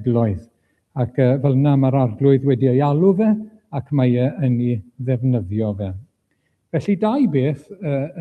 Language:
Welsh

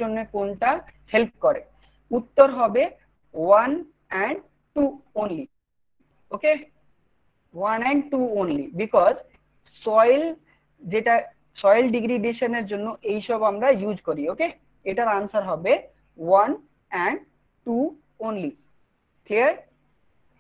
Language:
Bangla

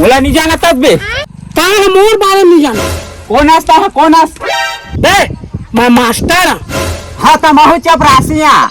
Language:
Chhattisgarhi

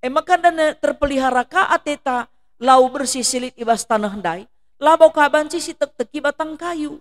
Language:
Batak Karo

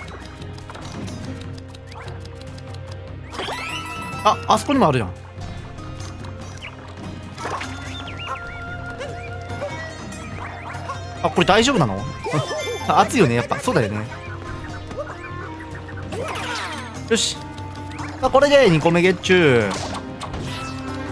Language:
Japanese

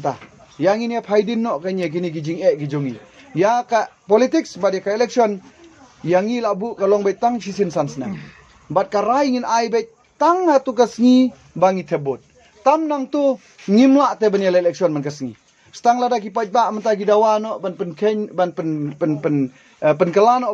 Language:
Khasi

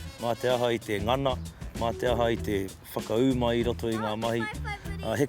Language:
Māori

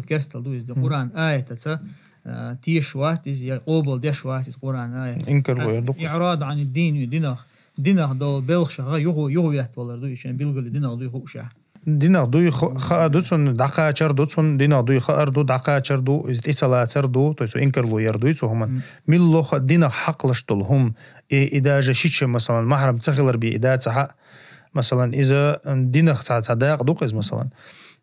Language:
Chechen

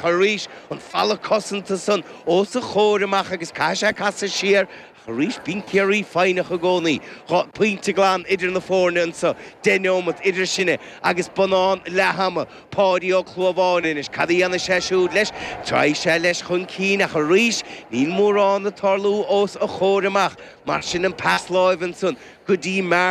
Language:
Irish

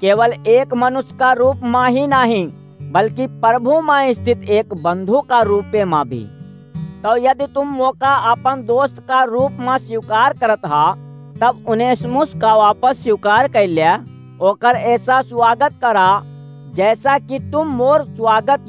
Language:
Awadhi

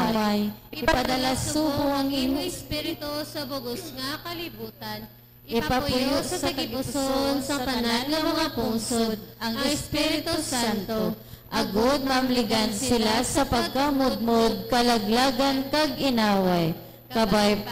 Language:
Hiligaynon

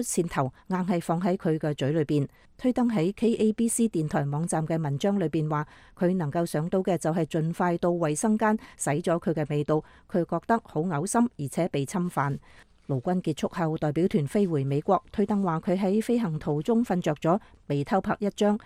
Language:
Cantonese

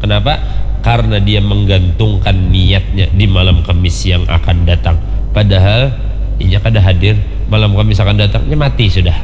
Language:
Banjar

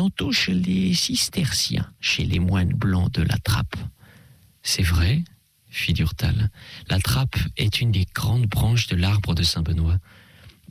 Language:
French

